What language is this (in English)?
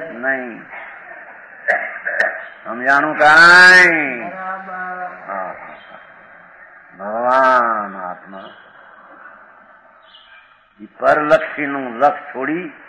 Gujarati